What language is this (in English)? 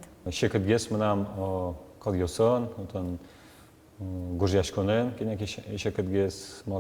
Udmurt